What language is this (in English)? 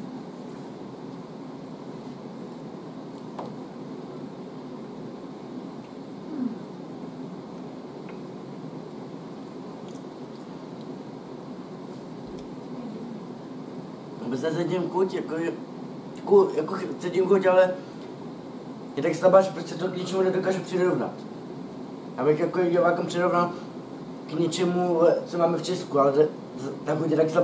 Czech